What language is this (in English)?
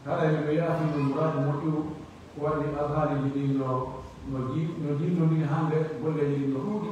Pular